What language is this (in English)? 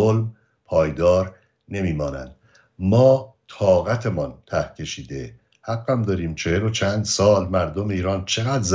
Persian